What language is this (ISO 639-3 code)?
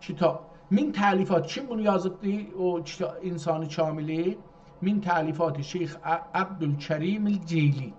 azb